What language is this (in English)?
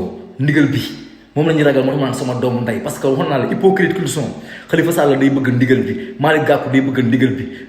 Wolof